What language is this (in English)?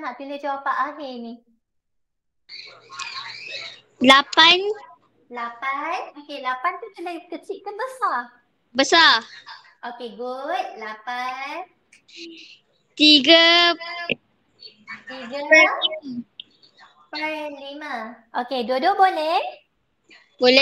Malay